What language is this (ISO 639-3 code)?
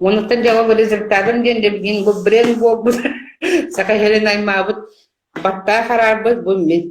sah